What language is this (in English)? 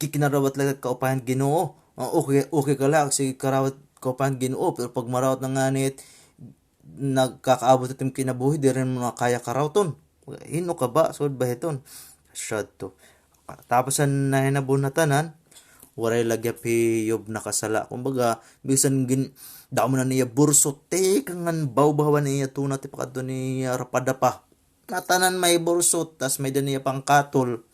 Waray